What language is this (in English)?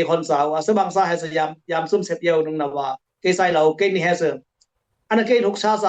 Dimasa